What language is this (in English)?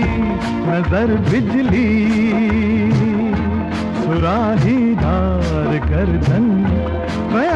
Hindi